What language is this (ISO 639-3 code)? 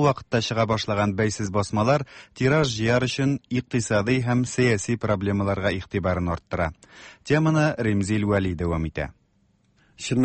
tat